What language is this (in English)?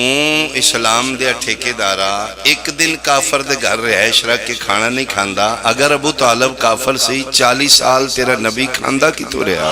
Pahari-Potwari